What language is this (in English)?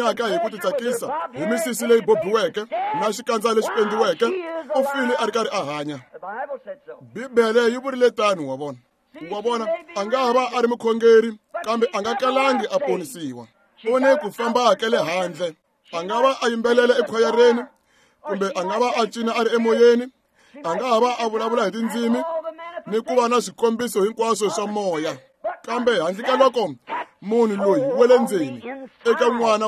Tsonga